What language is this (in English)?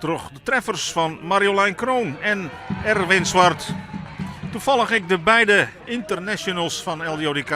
Western Frisian